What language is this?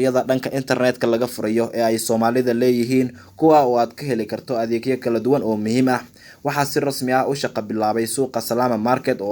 Somali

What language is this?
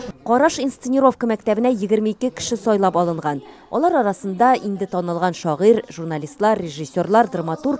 Tatar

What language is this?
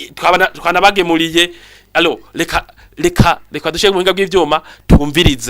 Rundi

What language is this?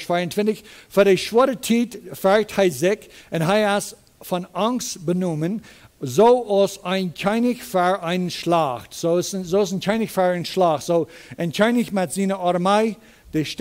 Plautdietsch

